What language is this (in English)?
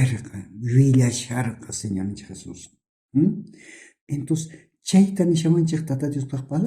South Bolivian Quechua